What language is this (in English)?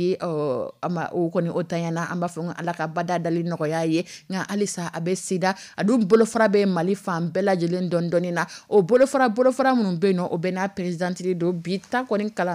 Dyula